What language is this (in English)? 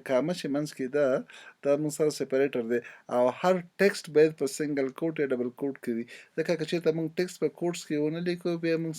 Pashto